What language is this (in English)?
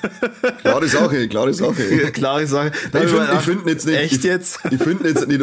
Bavarian